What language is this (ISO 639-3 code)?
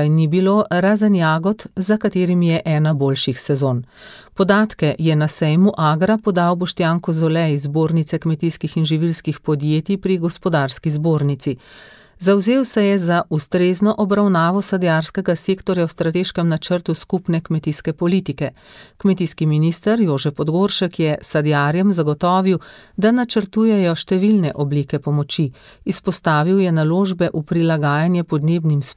slv